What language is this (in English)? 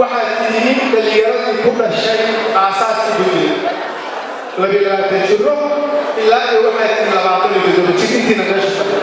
Somali